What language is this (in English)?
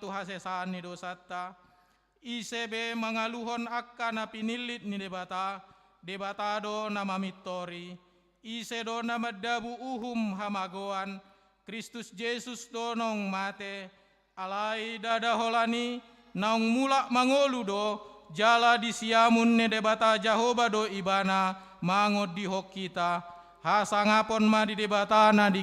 Batak Toba